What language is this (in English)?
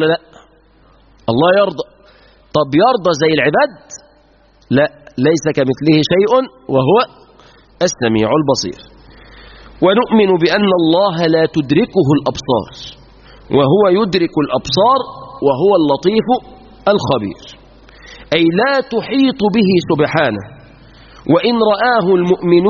Arabic